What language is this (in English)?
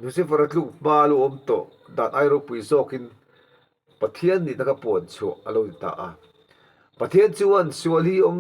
Mizo